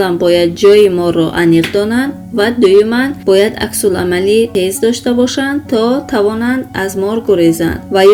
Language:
Tajik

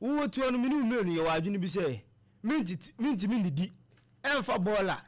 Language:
Akan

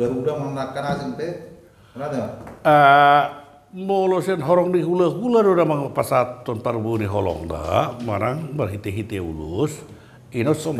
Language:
Batak Toba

